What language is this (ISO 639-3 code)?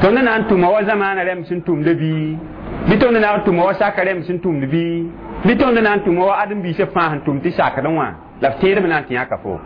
mos